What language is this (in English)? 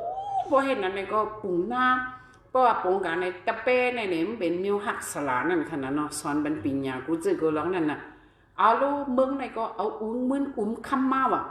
Shan